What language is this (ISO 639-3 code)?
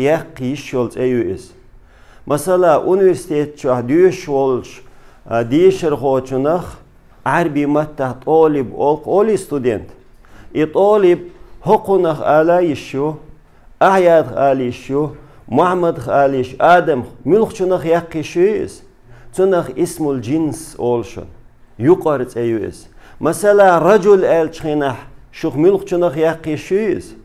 che